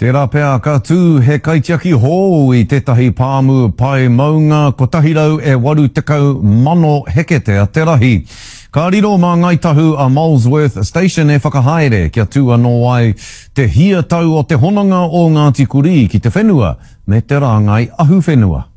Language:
Māori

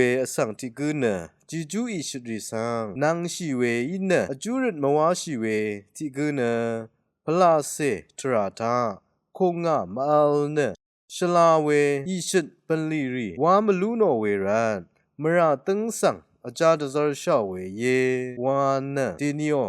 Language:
Rawang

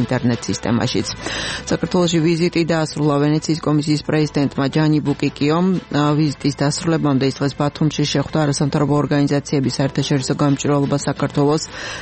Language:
Georgian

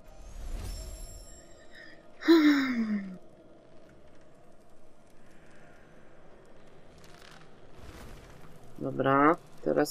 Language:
Polish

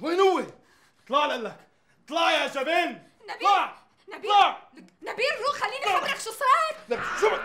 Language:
North Levantine Arabic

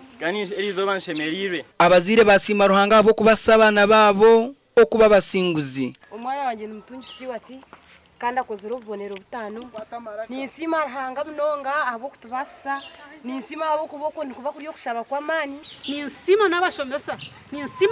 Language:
Nyankole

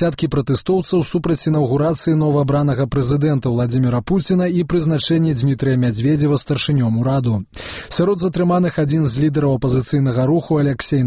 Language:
Belarusian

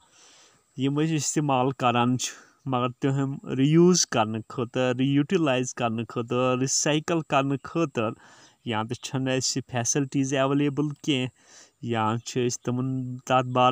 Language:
Kashmiri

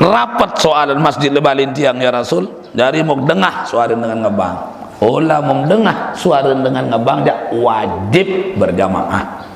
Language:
Sasak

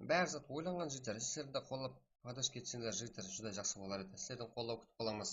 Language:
Kara-Kalpak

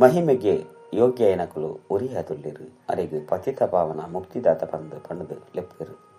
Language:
Tulu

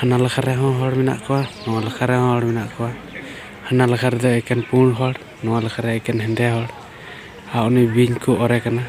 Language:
Santali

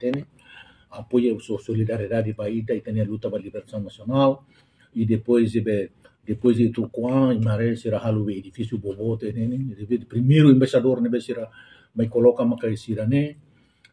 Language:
Tetum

